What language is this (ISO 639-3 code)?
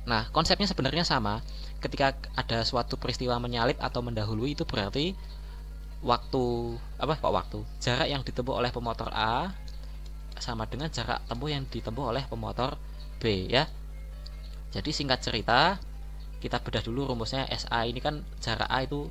ind